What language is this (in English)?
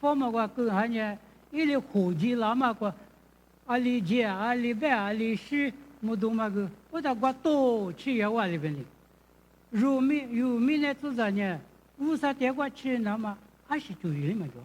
Lisu